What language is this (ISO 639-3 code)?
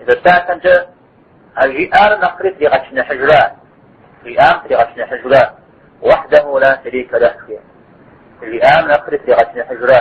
kbd